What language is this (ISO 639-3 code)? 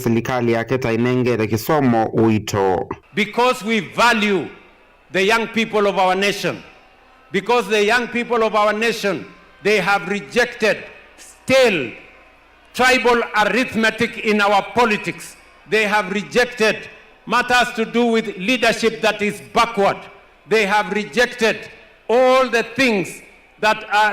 kam